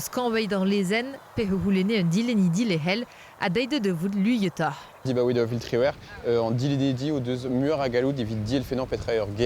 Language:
Breton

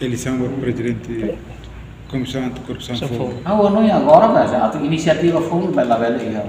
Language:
Tetum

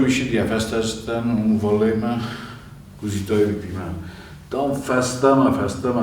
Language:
Ossetic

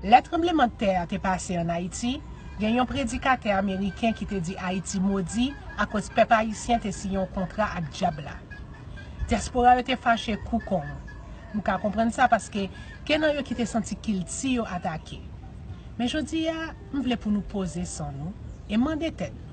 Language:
Haitian Creole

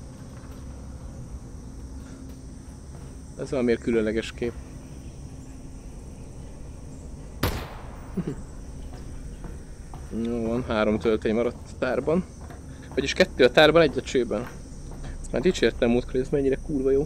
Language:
Hungarian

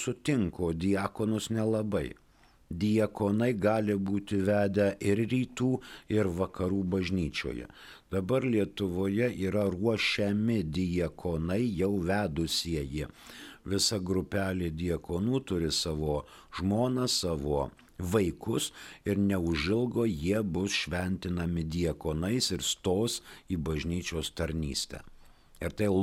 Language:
Lithuanian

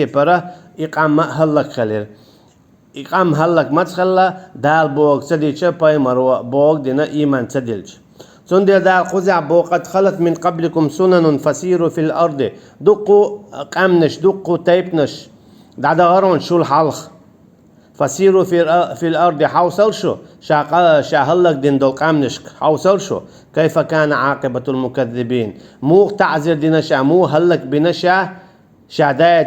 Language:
Chechen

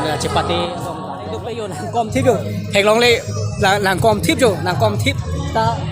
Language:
Karbi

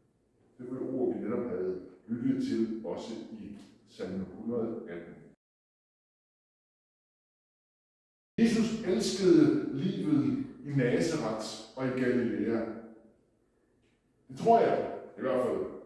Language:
Danish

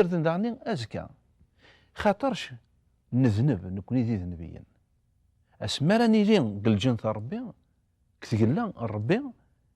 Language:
Kabyle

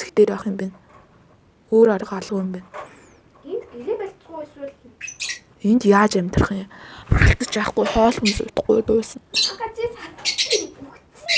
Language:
Mongolian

